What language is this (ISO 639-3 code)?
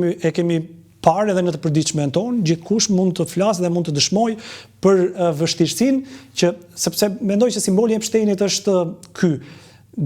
sqi